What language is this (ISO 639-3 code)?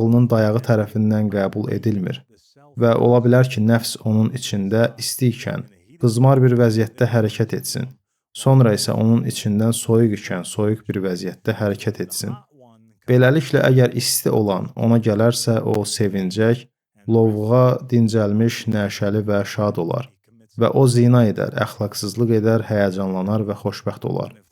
aze